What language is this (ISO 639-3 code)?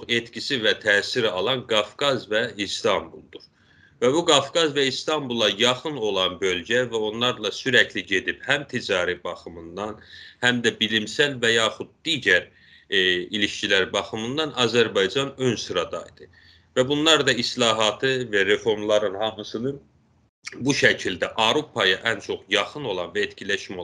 azb